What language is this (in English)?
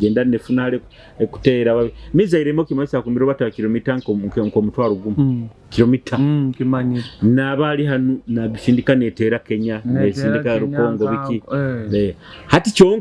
Nyoro